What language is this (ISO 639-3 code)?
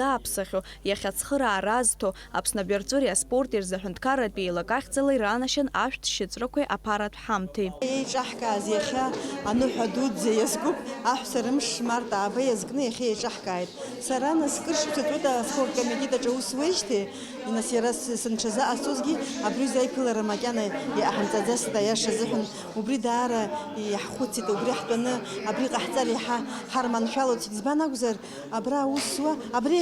abk